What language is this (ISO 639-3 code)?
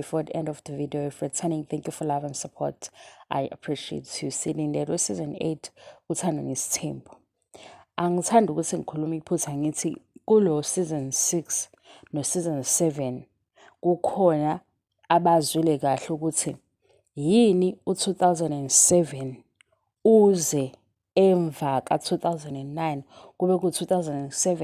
zul